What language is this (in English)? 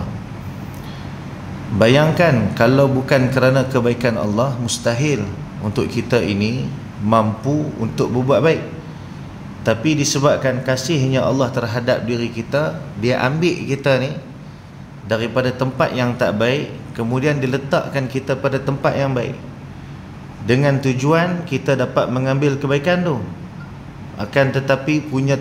Malay